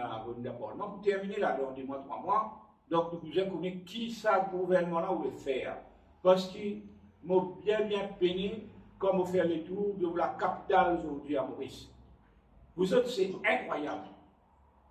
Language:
Morisyen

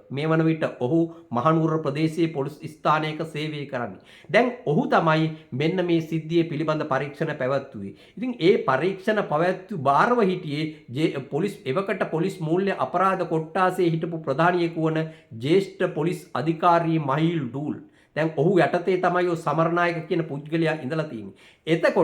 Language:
Sinhala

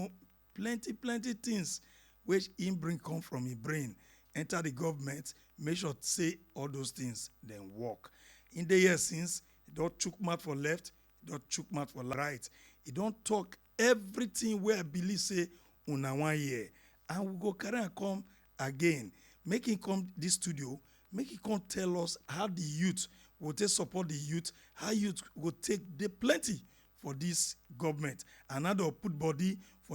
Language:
Nigerian Pidgin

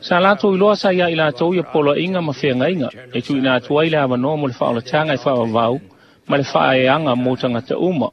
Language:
Samoan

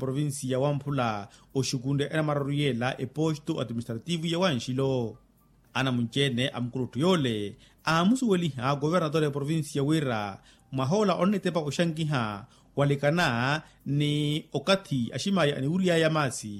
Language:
Makhuwa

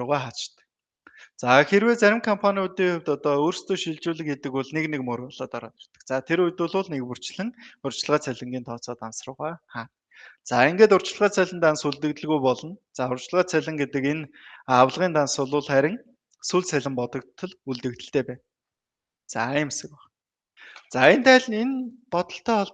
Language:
Mongolian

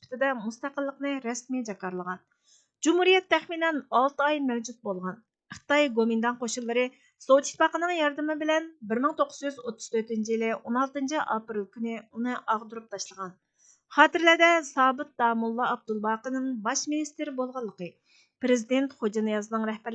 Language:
Uyghur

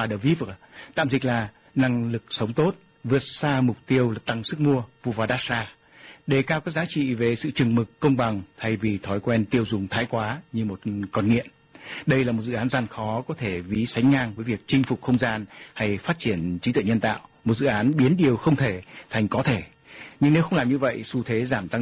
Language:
Vietnamese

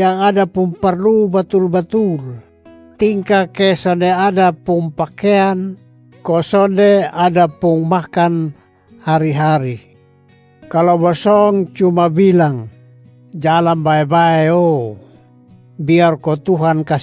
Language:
Kupang Malay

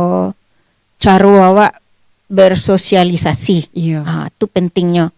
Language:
Minangkabau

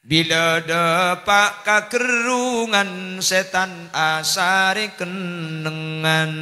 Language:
Madurese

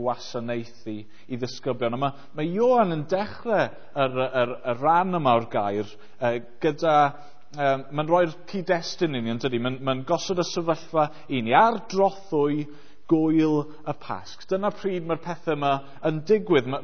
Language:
Welsh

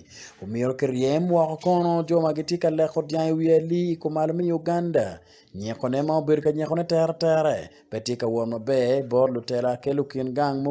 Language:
Acoli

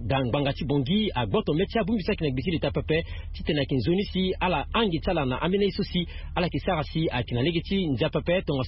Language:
Sango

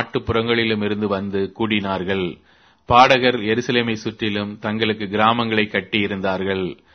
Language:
Tamil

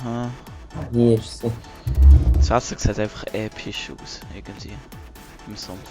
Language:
Swiss German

